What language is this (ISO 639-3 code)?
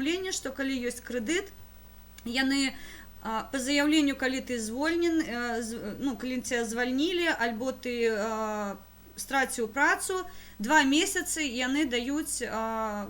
bel